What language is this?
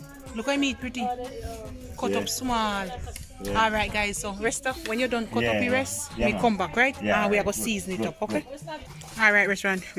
Jamaican Creole English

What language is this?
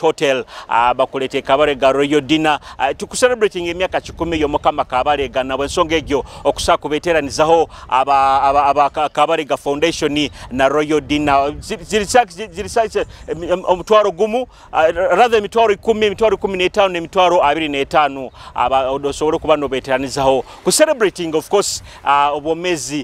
Nyoro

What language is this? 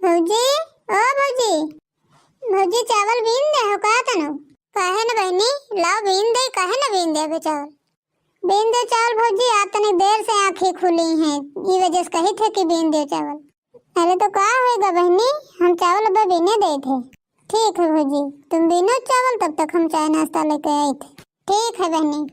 Awadhi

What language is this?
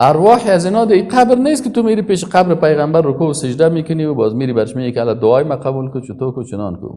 Persian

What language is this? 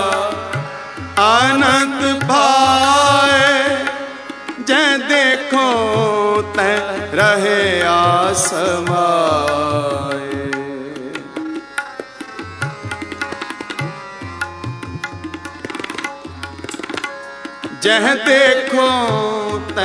Punjabi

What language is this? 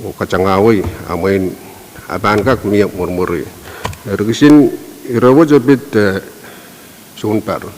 Pohnpeian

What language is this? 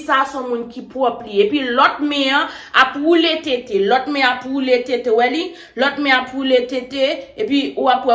Haitian Creole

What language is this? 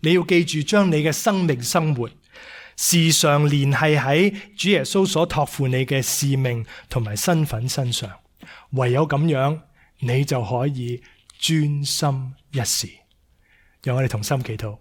Cantonese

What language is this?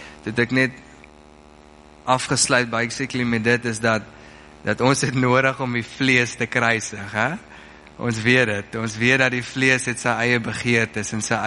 Afrikaans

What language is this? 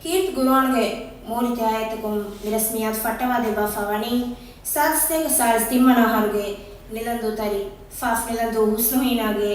Divehi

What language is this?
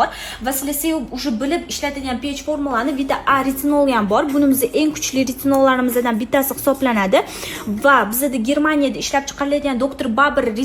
Uzbek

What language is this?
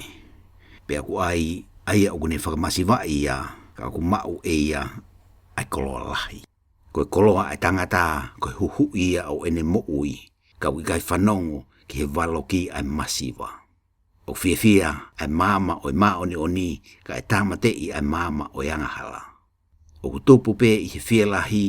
Tongan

